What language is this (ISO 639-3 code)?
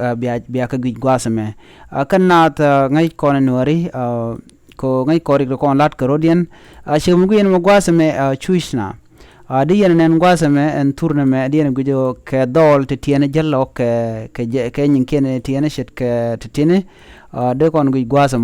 nus